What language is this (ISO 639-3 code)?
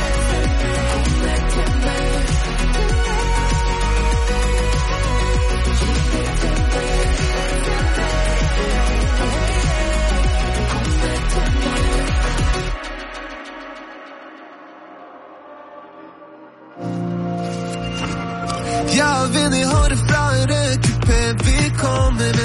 nor